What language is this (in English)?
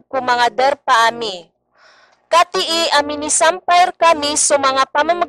Maranao